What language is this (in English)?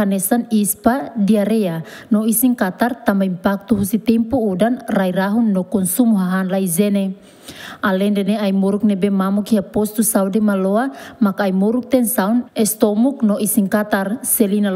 Tetum